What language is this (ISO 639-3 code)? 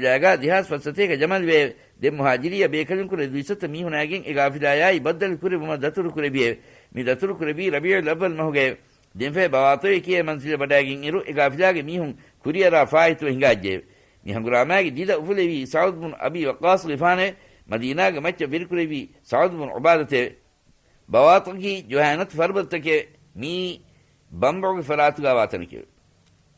div